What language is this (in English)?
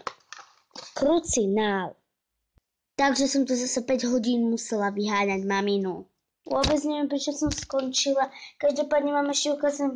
Slovak